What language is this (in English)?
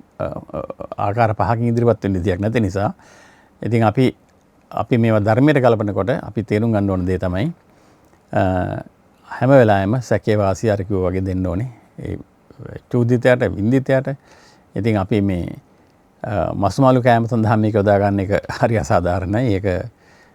Sinhala